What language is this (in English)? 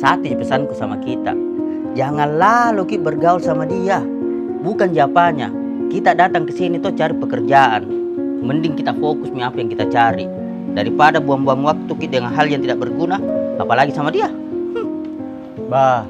Makassar Malay